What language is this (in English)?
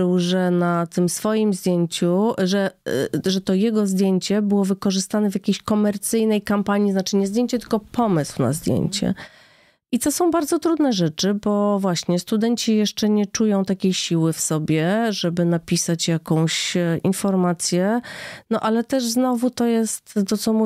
Polish